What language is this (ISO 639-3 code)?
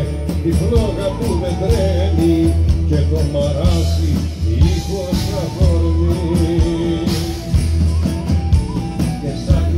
ell